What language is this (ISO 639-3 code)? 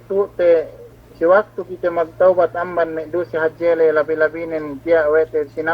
yka